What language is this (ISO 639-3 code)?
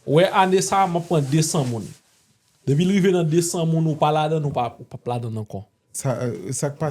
hat